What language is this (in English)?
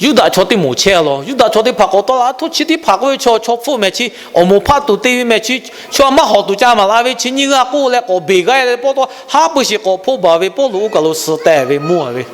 Lahu